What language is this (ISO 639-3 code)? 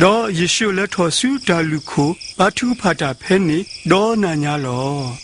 ksw